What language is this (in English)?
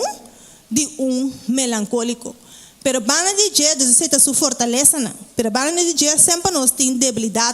Papiamento